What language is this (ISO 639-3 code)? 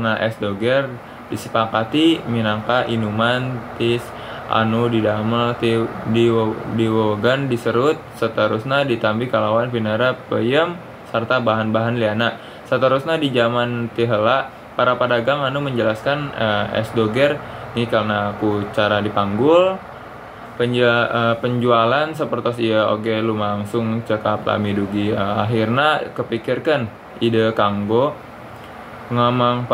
sun